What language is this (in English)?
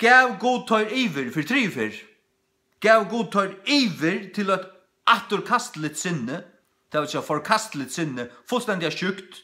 Faroese